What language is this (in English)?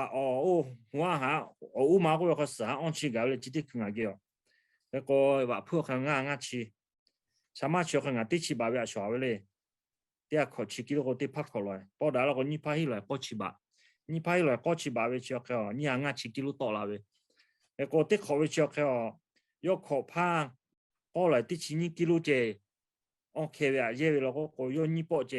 Lahu